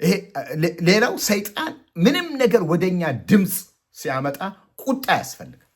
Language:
Amharic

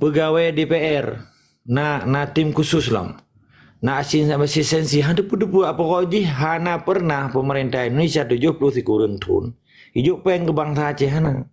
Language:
Achinese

